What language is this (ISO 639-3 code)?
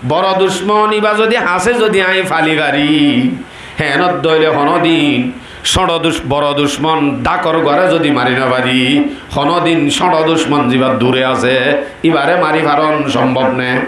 rhg